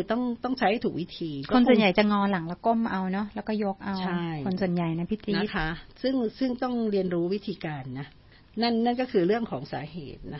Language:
Thai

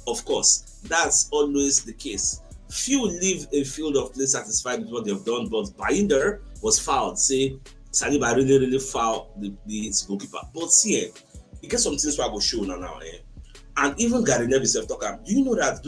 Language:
Nigerian Pidgin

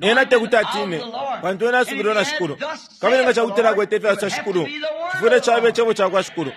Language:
Bemba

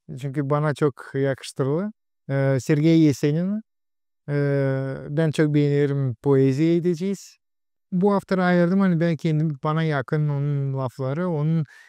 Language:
Gagauz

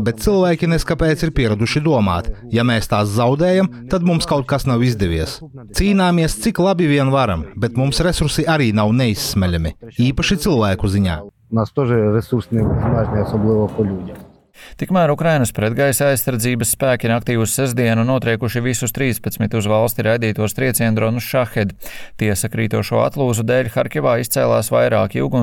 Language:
Latvian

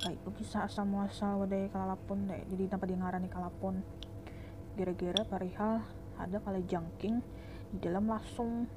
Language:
Banjar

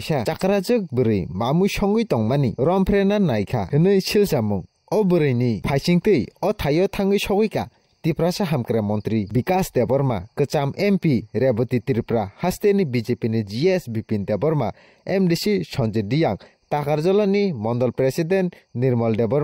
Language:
Kok Borok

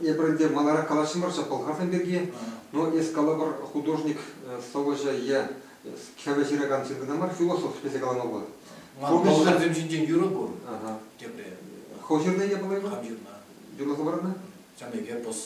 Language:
Chuvash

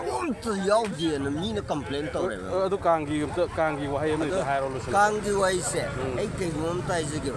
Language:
Manipuri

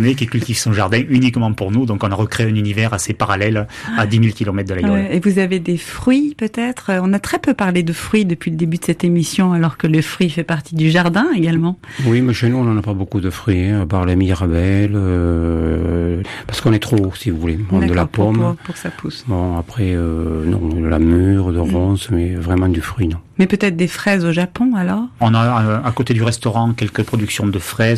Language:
French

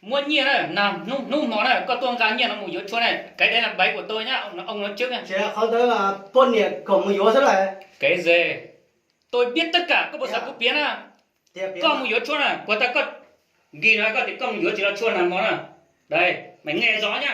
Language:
Hmong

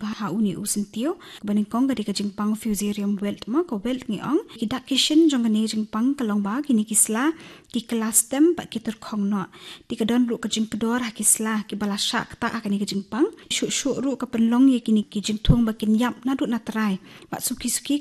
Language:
Khasi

